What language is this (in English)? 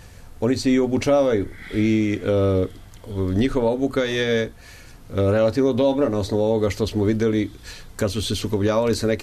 Serbian